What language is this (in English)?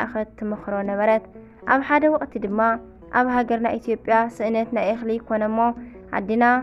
Tigrinya